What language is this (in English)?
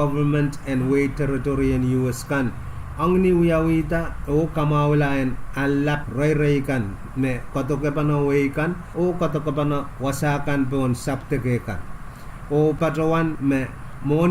Pohnpeian